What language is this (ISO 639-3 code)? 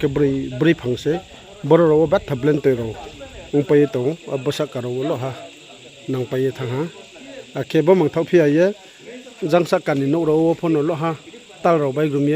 ria